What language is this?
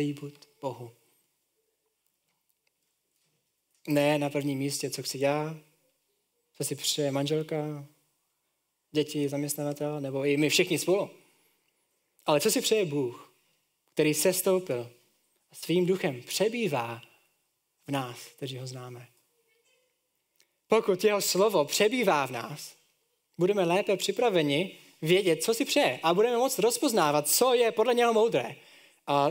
Czech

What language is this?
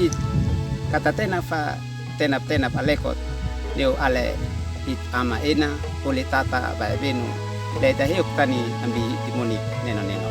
Uab Meto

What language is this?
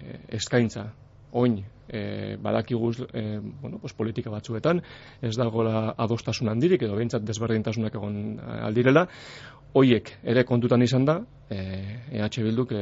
Basque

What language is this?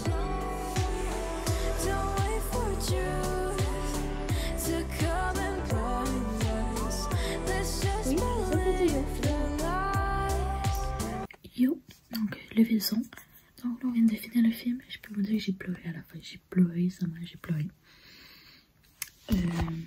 French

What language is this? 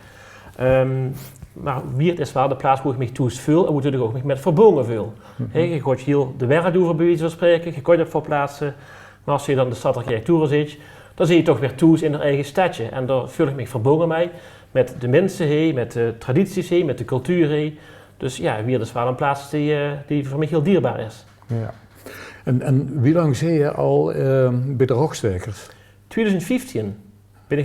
Limburgish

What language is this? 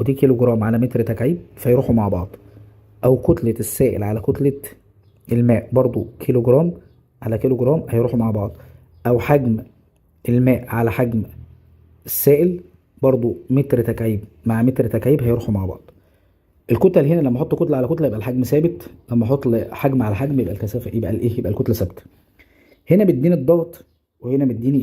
Egyptian Arabic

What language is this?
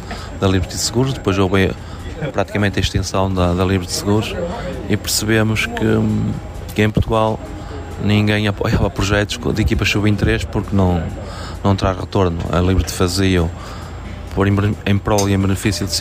Portuguese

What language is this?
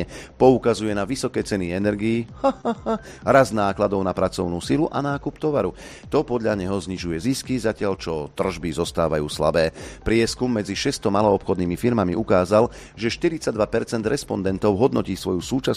Slovak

